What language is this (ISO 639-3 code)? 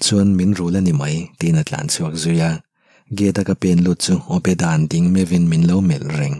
lus